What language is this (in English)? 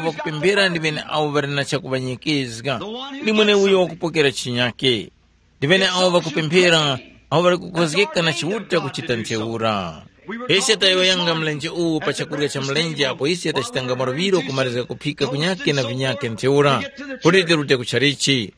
Tumbuka